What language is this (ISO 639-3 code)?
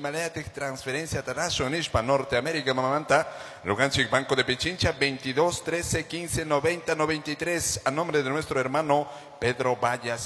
qug